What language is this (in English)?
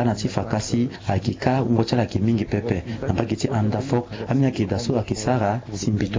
Sango